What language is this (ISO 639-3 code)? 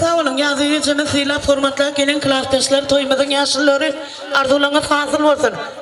tuk